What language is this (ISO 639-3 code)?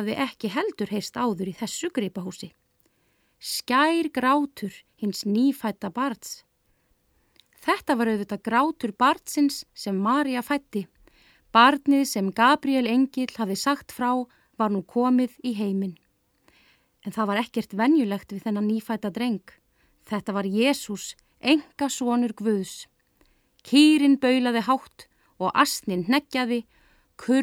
isl